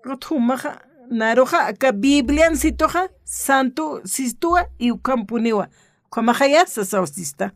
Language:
Aymara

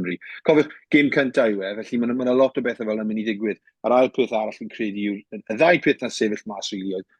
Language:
Welsh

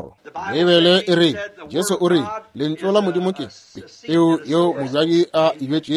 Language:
Northern Sotho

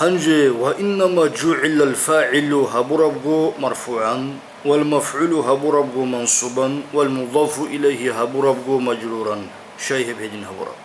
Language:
Avaric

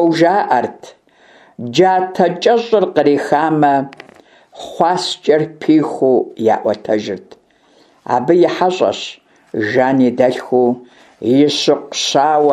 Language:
Kabardian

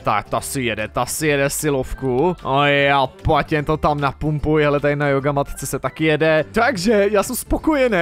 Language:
Czech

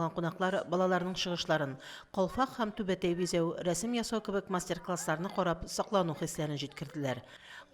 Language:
Tatar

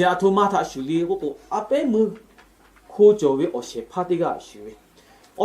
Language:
Lahu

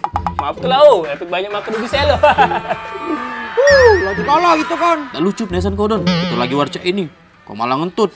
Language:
Musi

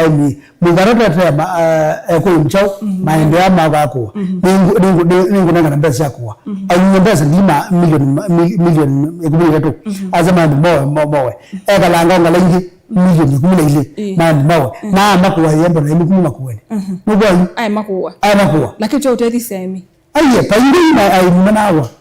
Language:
Kamba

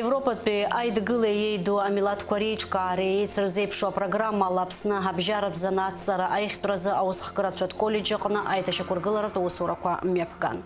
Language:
Abkhazian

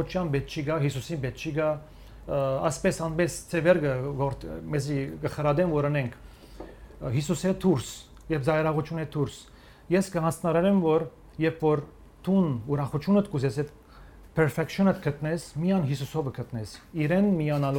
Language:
Western Armenian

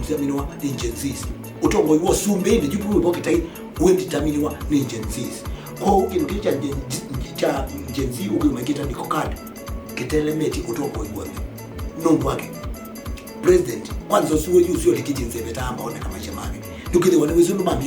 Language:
Kamba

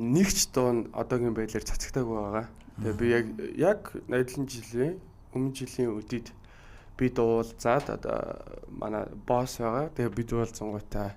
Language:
Mongolian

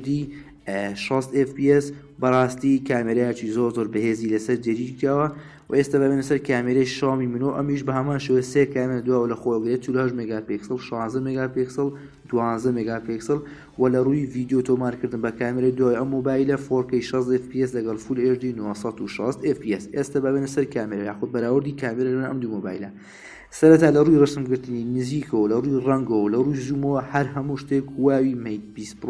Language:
Central Kurdish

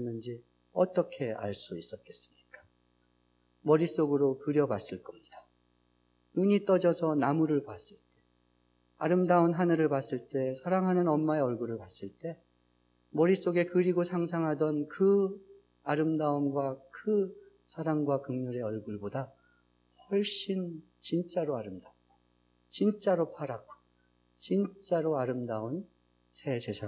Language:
Korean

